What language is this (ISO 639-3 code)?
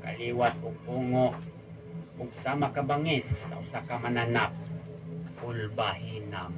ceb